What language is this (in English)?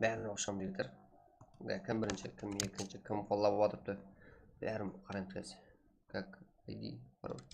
Kara-Kalpak